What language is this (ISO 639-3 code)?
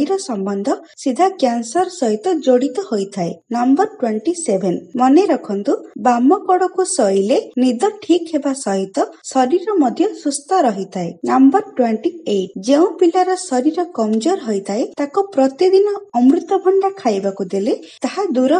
ori